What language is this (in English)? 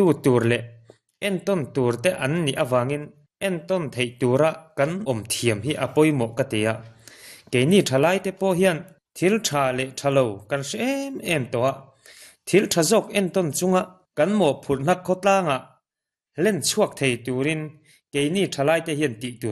Mizo